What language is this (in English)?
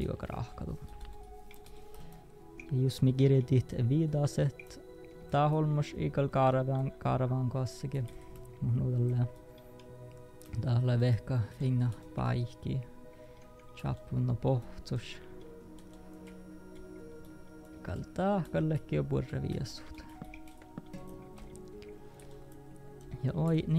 Northern Sami